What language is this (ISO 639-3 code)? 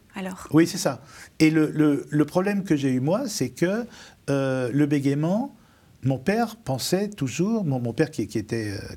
fra